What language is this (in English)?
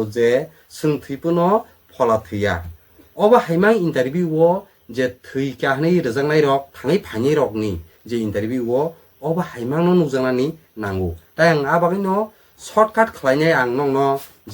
Kok Borok